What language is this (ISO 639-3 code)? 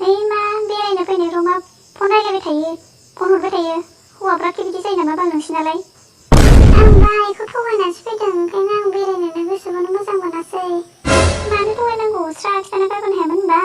brx